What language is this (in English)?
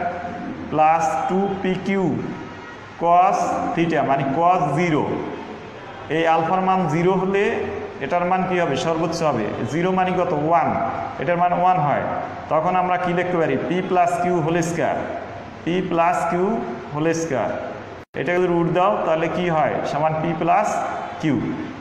Bangla